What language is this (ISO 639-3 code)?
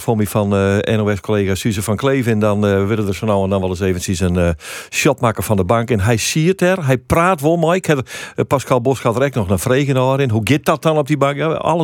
fry